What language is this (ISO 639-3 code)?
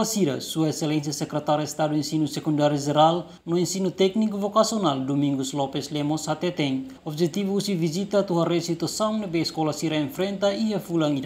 tet